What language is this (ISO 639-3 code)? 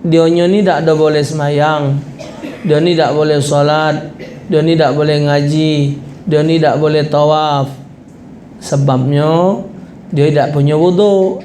mui